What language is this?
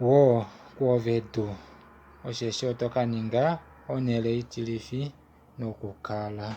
Kuanyama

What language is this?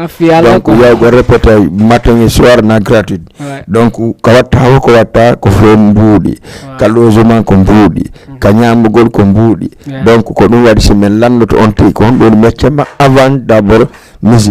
Fula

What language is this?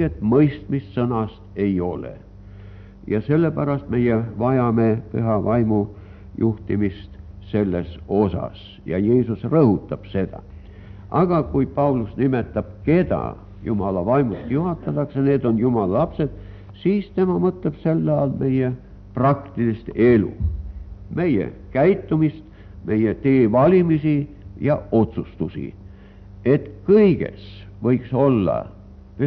Estonian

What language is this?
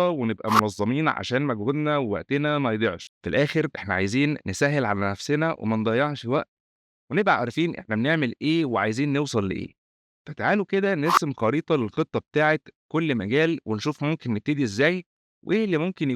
Egyptian Arabic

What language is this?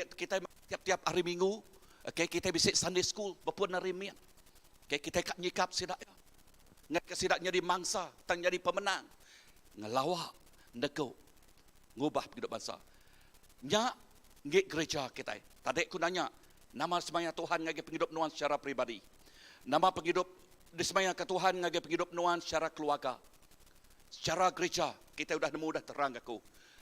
Iban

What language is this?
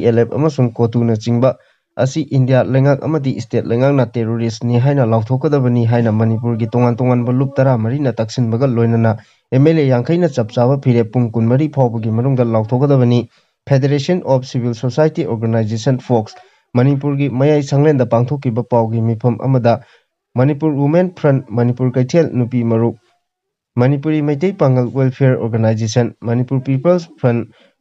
Manipuri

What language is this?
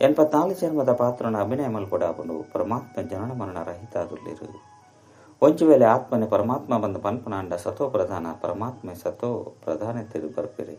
Tulu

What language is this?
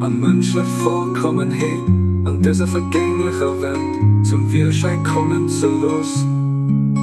Luxembourgish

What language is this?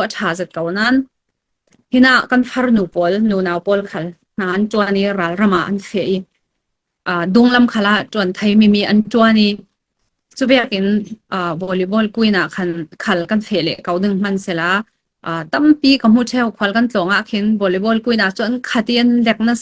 Falam Chin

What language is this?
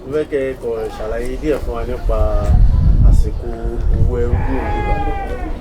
Yoruba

